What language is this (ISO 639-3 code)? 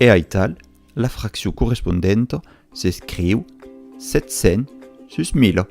oci